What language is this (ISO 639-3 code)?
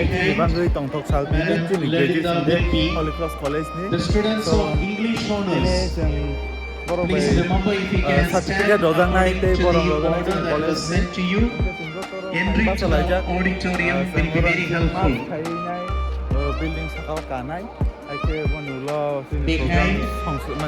trp